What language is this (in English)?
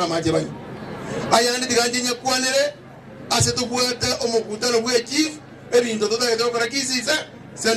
Gusii